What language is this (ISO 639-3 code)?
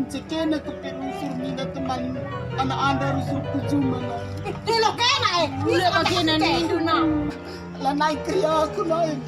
btx